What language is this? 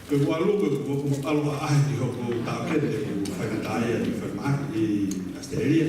Tongan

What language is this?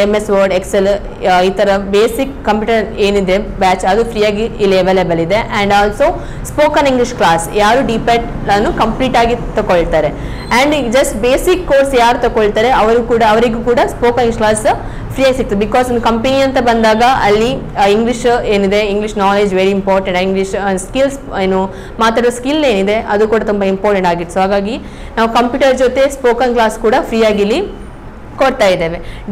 Kannada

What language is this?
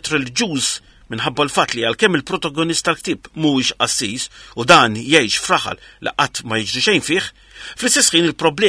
Maltese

